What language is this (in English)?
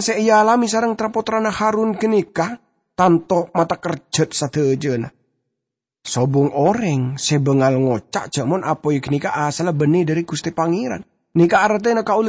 Madurese